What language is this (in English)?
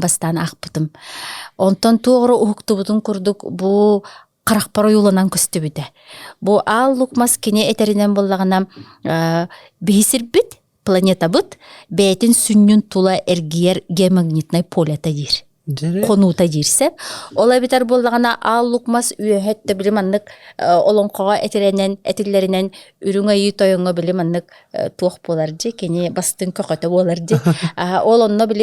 Yakut